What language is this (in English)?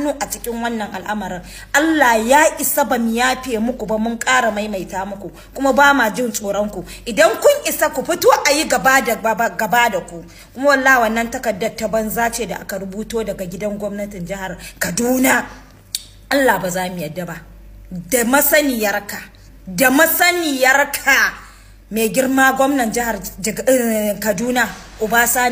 Hausa